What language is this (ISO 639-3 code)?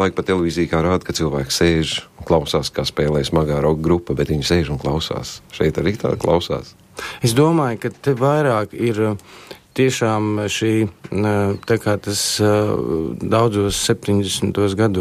lav